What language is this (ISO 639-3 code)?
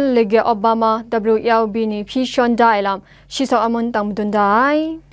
kac